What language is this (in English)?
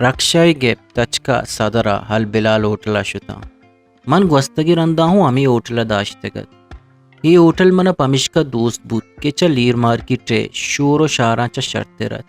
Eastern Balochi